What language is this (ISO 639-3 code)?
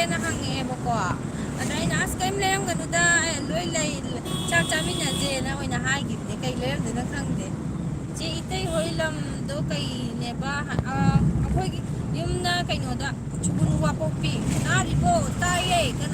mni